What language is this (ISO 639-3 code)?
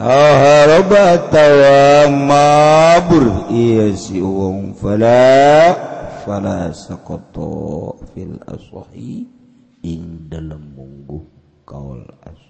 sun